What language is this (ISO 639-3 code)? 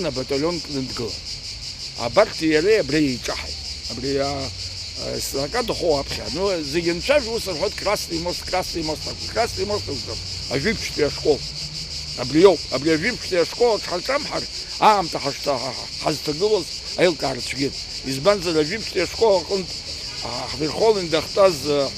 abk